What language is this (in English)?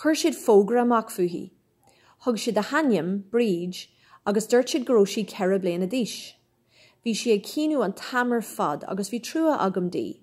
Irish